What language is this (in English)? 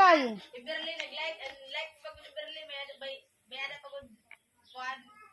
Waray